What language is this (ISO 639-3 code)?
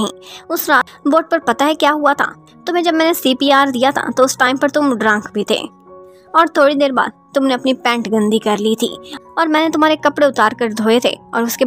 hin